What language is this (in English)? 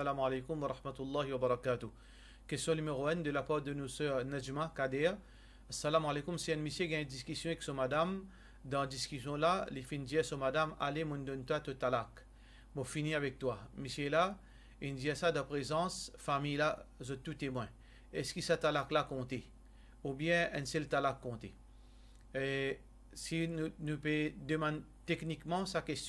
Morisyen